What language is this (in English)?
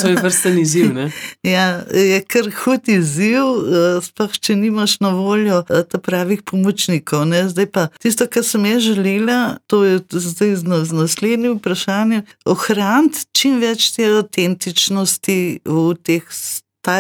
Slovenian